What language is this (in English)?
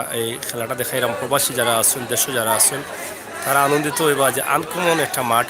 Sylheti